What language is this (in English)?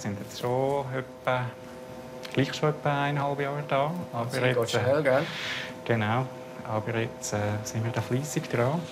Romansh